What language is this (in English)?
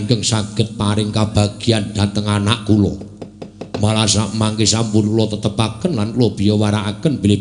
Javanese